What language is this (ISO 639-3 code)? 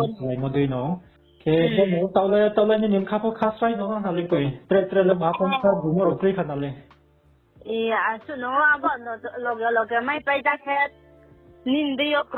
ria